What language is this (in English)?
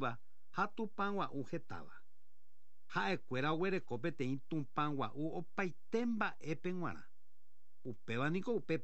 Guarani